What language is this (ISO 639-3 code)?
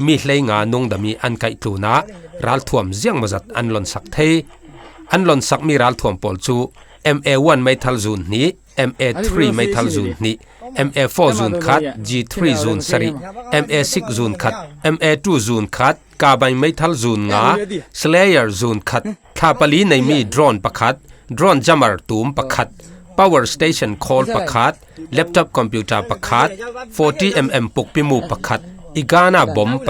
cfm